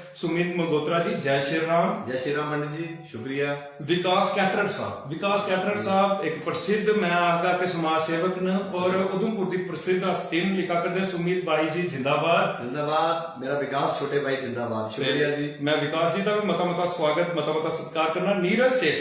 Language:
Dogri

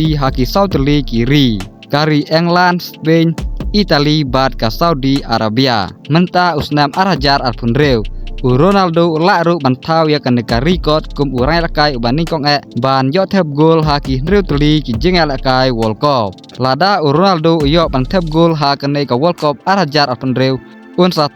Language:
Khasi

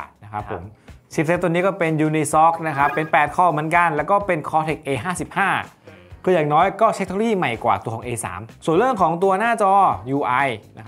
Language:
Thai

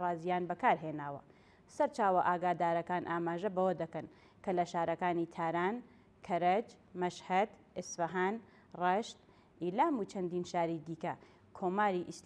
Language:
Central Kurdish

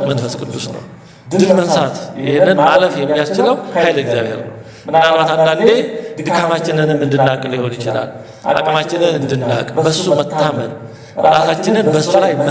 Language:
Amharic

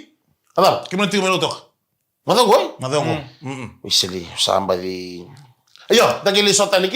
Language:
Fijian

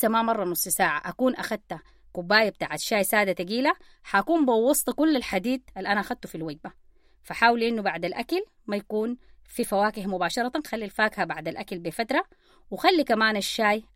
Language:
Sudanese Arabic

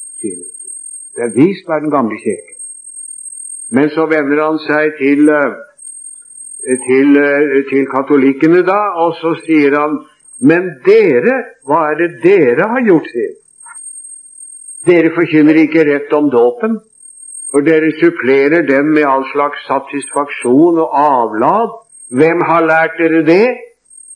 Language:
Norwegian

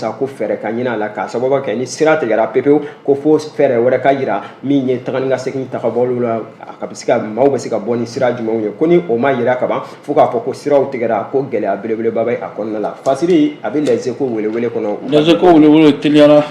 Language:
Bambara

